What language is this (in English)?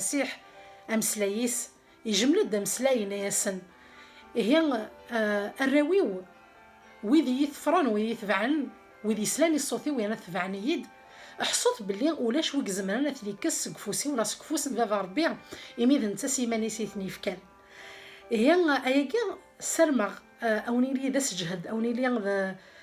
Kabyle